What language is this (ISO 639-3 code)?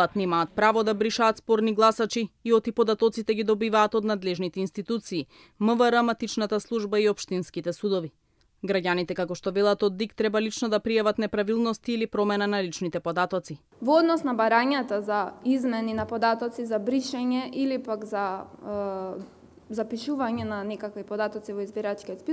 mkd